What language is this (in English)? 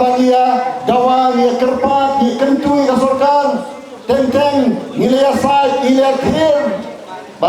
Khasi